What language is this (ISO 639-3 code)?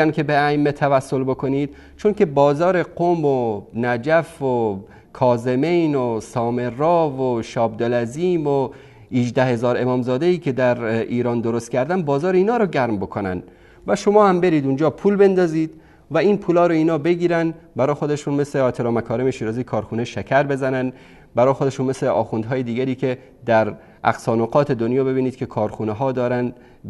fas